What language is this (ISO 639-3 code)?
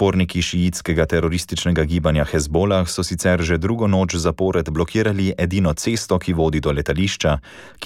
slv